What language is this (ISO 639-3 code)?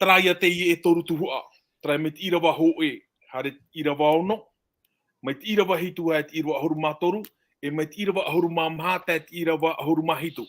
tah